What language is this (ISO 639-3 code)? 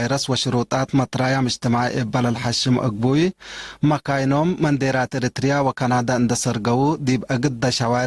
tig